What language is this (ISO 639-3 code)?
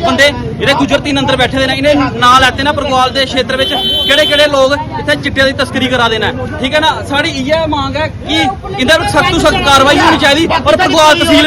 doi